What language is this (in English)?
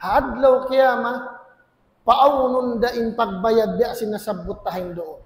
Tausug